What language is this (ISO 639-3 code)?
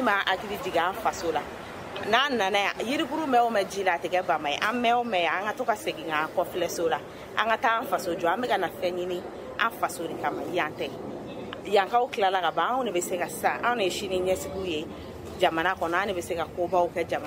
bam